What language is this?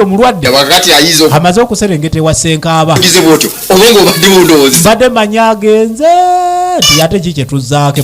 Ganda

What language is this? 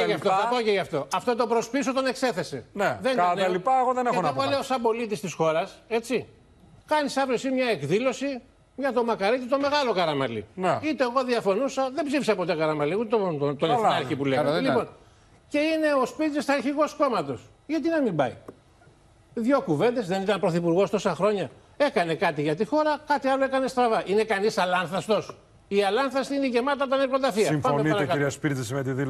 Greek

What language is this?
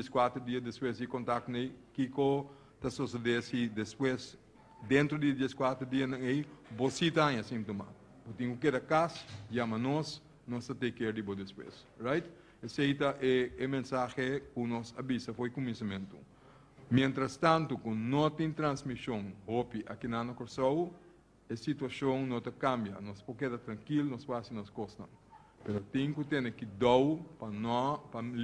Papiamento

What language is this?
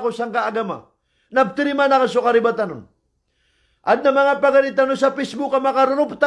Maranao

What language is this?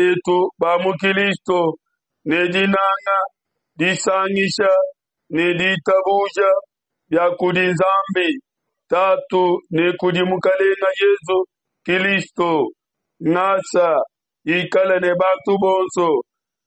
Luba-Lulua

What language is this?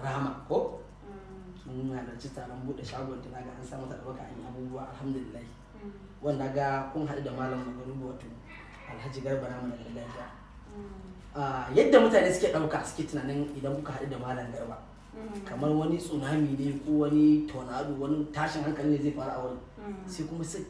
Hausa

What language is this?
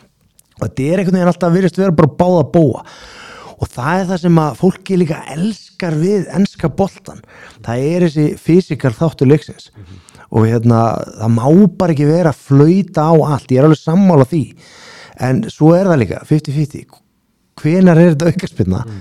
Icelandic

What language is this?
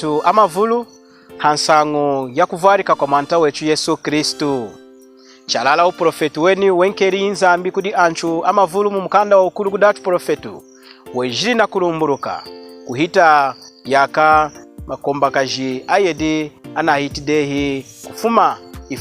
Lunda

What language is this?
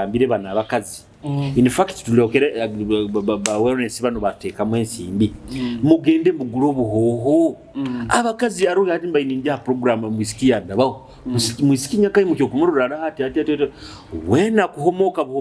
Nyoro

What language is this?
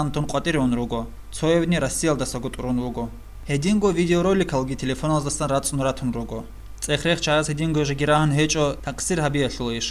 Avaric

